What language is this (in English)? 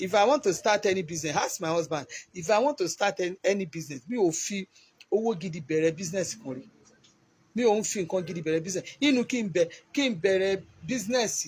Yoruba